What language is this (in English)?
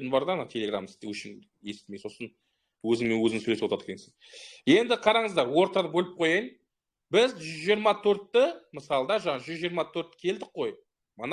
Kazakh